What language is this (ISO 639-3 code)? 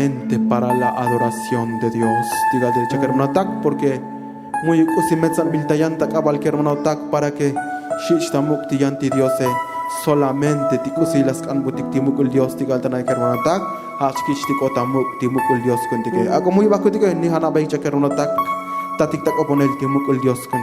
tzo